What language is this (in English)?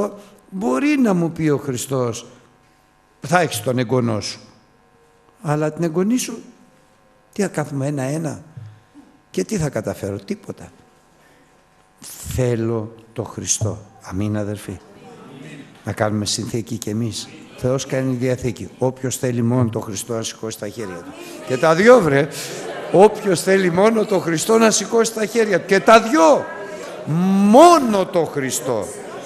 Greek